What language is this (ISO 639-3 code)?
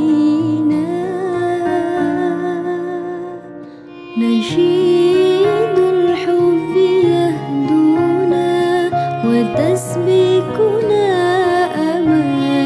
ara